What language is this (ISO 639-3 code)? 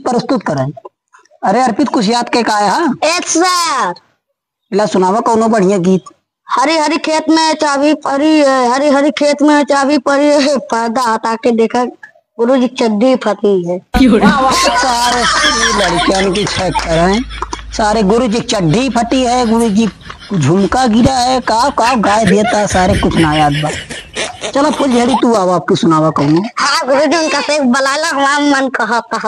awa